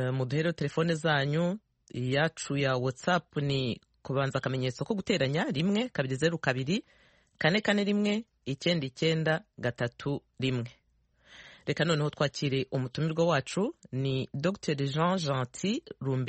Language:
Kinyarwanda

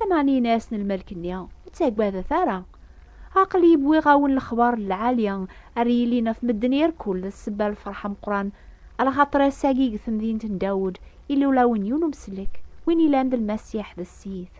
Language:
Kabyle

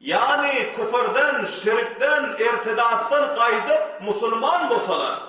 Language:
Turkmen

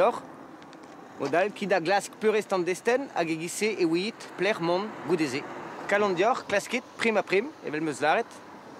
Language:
Breton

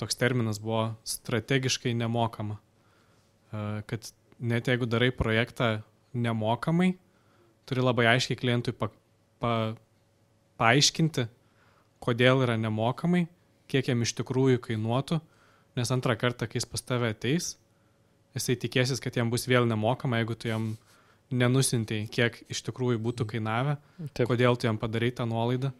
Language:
Lithuanian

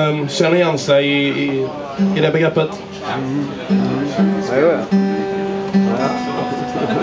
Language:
Swedish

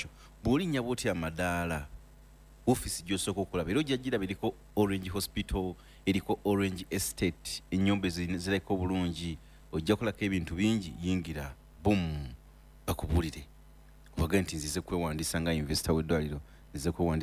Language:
Ganda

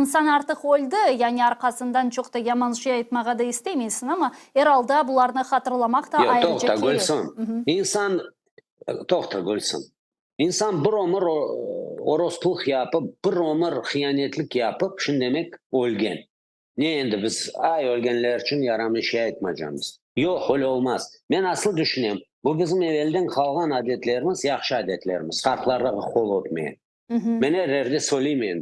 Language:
Crimean Tatar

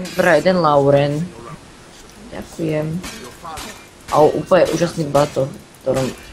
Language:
Slovak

